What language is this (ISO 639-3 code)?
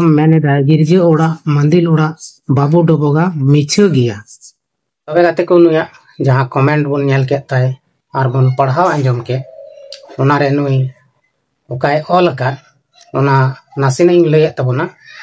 sat